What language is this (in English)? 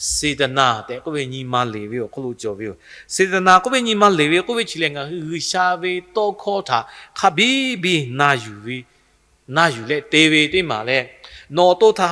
Lahu